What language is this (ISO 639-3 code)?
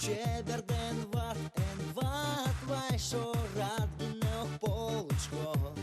udm